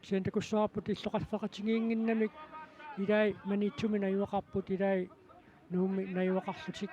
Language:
Kalaallisut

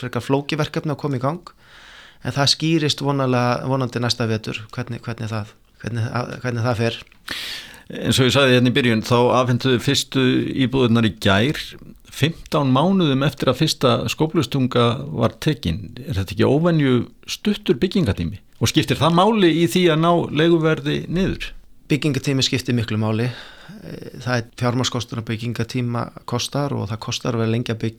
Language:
Icelandic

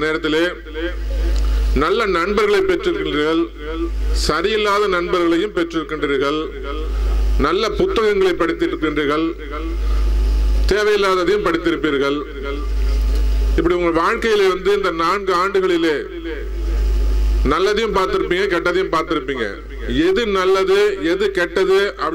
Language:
Tamil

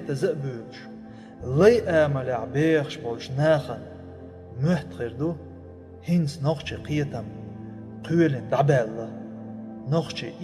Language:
Chechen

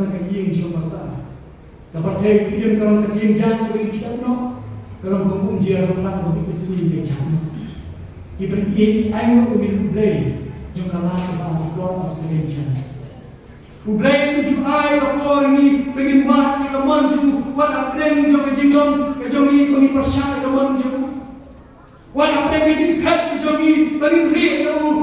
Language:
Khasi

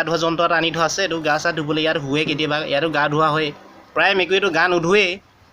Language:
Assamese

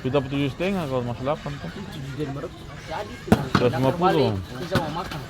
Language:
Ambonese Malay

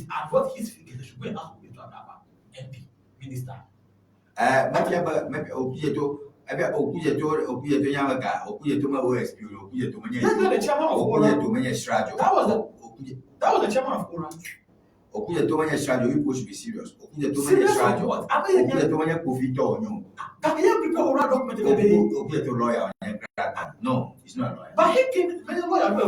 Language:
Ewe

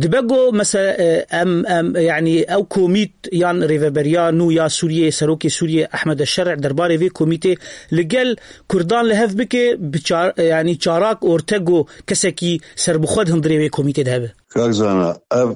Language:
Kurdish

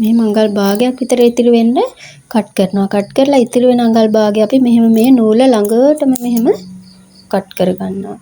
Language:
Sinhala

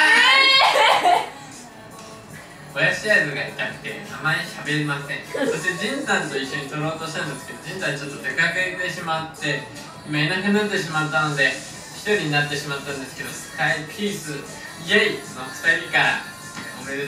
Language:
Japanese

